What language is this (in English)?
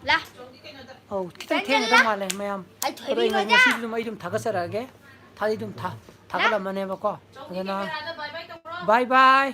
Manipuri